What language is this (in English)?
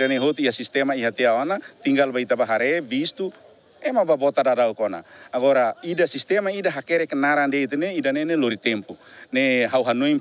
Tetum